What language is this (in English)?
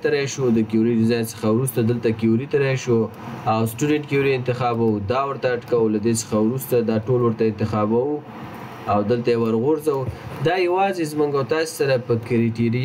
Pashto